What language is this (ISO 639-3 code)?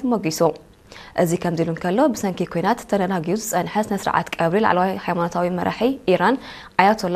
tir